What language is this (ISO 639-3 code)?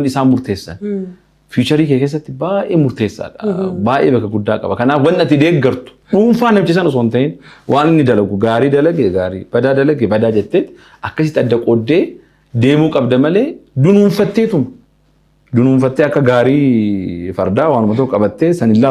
orm